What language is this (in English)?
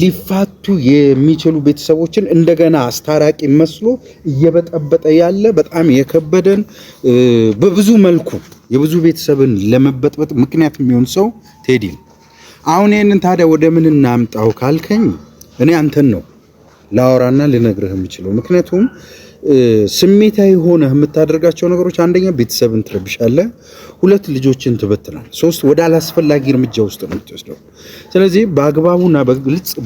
Amharic